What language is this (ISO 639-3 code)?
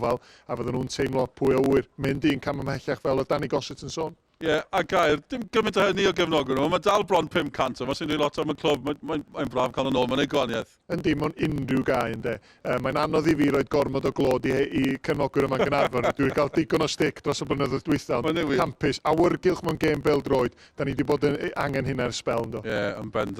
cym